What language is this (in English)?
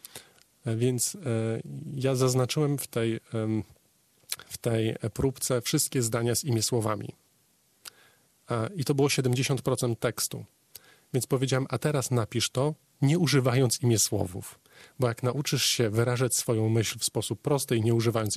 Polish